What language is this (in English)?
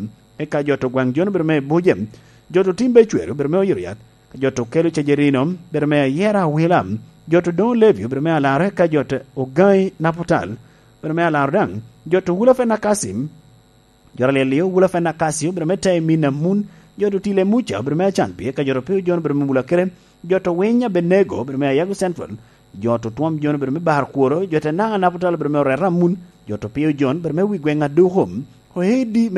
Lango (Uganda)